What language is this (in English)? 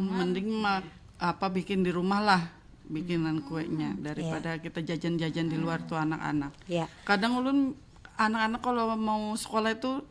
Banjar